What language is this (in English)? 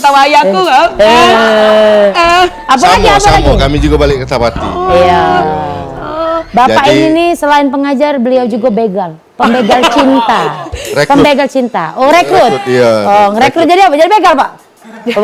Musi